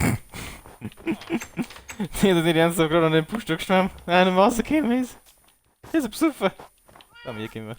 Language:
Bavarian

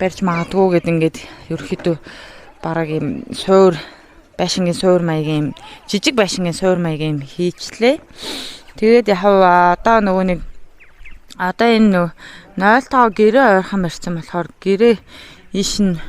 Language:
Mongolian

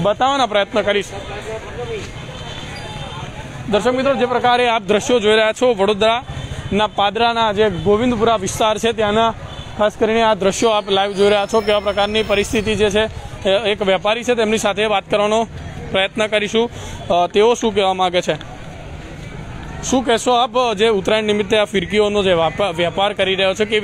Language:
Gujarati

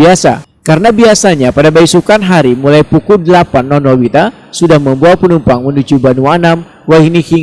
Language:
Banjar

